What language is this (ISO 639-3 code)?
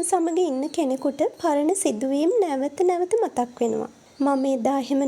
sin